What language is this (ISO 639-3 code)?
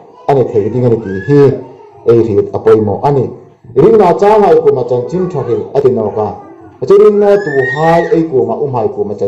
hmr